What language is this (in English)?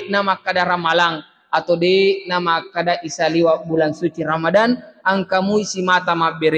Buginese